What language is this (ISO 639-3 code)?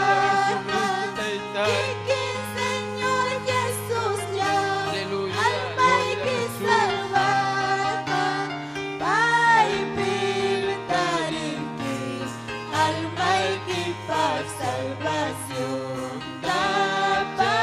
quy